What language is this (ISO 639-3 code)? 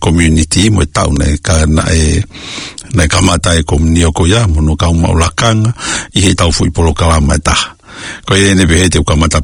ton